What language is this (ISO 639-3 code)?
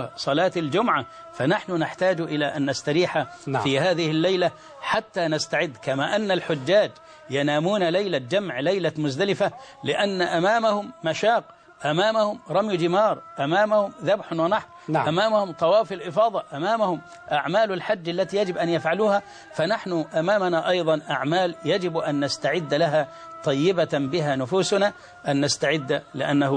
ara